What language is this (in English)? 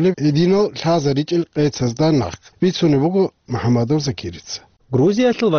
Avaric